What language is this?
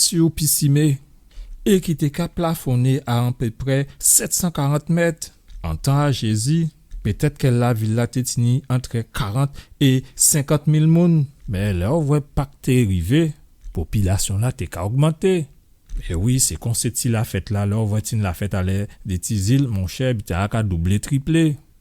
Guadeloupean Creole French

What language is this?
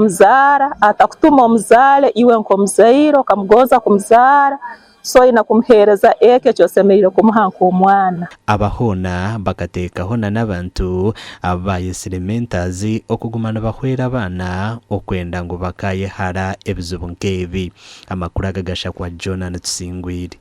Nyankole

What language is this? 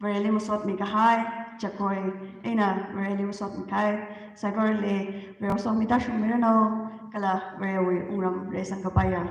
Tangkhul Naga (India)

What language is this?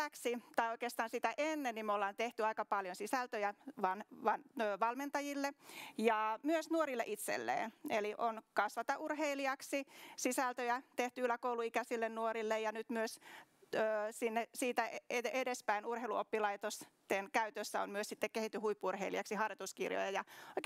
Finnish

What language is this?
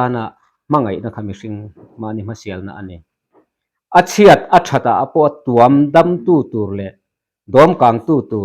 Mizo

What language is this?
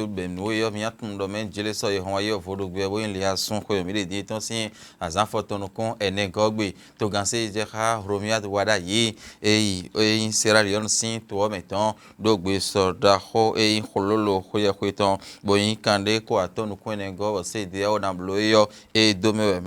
Fon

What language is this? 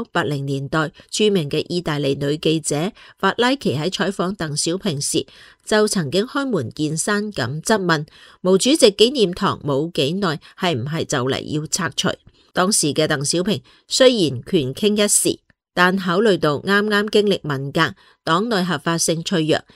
Cantonese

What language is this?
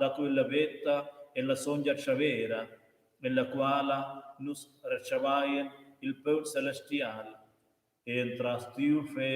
Romansh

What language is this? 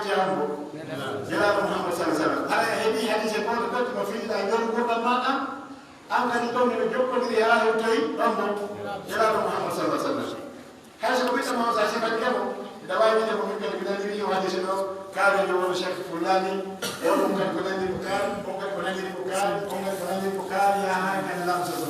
Pular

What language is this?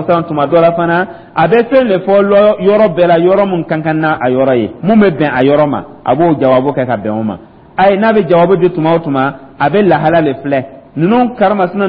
Dyula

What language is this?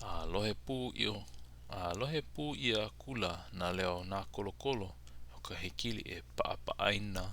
Hawaiian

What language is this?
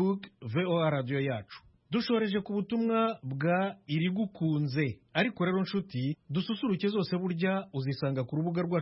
Kinyarwanda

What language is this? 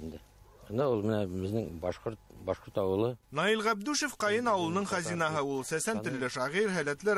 Bashkir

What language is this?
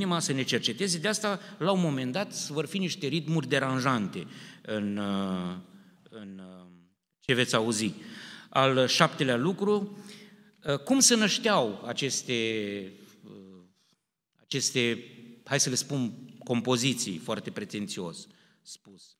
Romanian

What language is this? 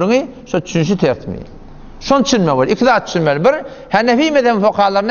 Turkmen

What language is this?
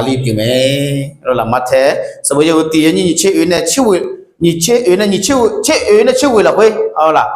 Akha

